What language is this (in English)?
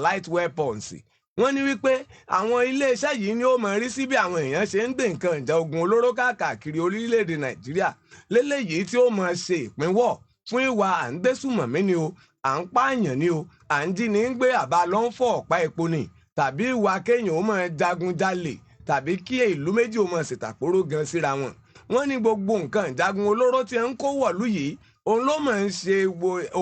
Yoruba